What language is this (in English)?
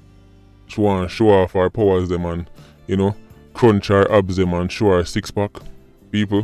Jamaican Creole English